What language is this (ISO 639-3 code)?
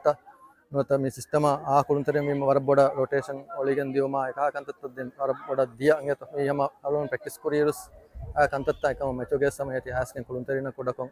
div